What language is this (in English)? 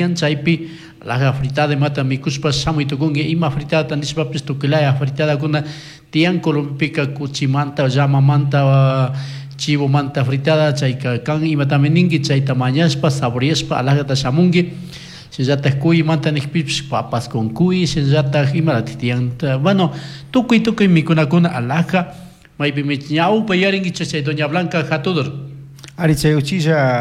Chimborazo Highland Quichua